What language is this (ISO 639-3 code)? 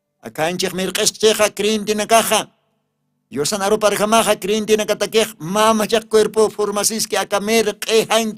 aym